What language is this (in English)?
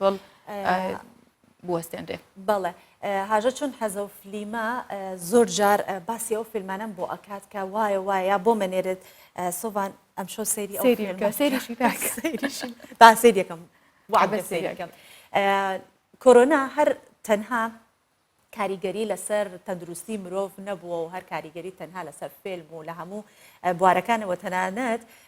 Central Kurdish